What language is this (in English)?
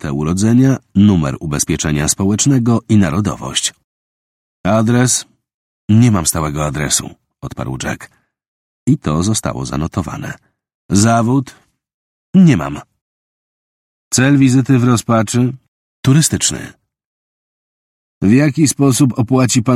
Polish